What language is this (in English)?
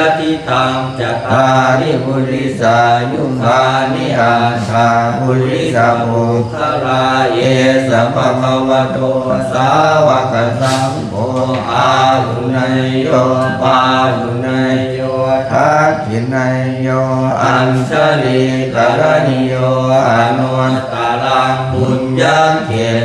Pali